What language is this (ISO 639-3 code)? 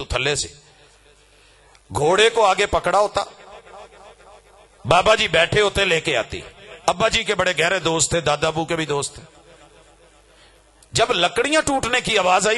lah